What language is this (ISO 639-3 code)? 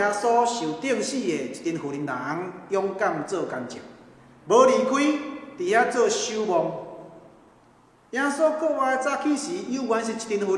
nan